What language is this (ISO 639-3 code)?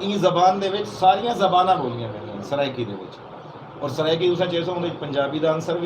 skr